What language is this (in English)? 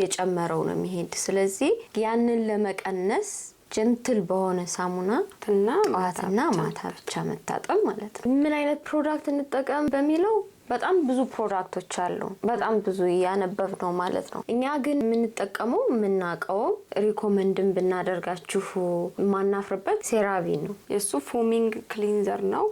Amharic